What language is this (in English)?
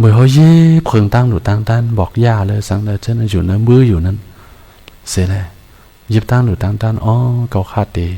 Shan